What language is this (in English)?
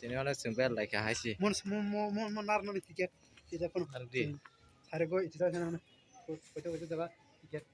Kok Borok